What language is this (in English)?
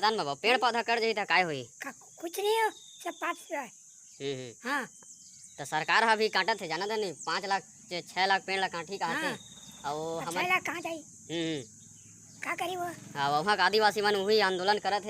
Chhattisgarhi